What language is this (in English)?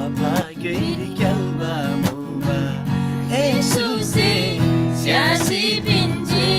Eastern Tamang